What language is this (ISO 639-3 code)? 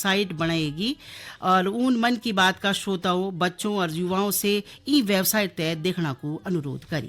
gbm